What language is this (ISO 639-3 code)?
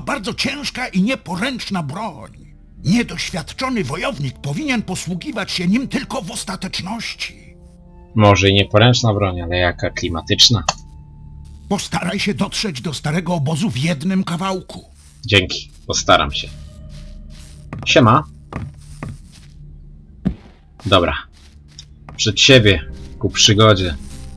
pol